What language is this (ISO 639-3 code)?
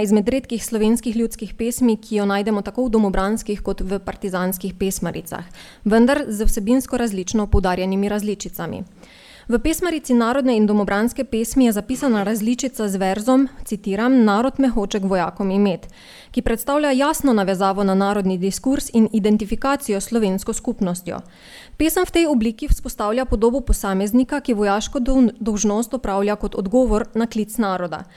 slv